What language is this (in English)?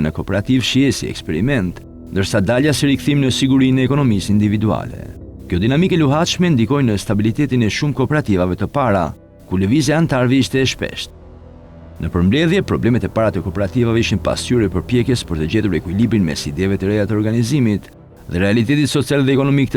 Albanian